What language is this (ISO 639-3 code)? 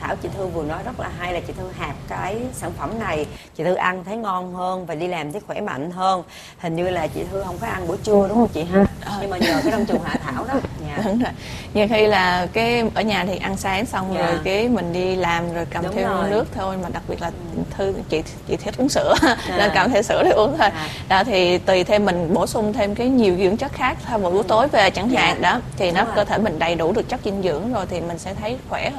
vie